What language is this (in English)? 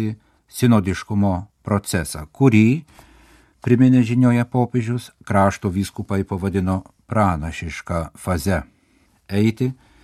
Lithuanian